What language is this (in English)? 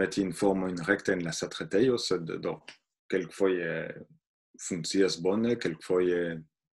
Esperanto